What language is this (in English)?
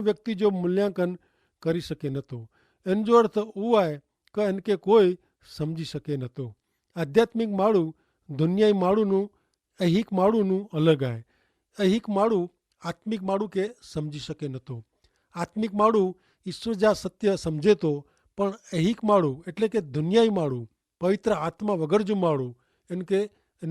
Kachhi